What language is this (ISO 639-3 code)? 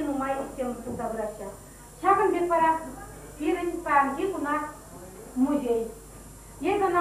chv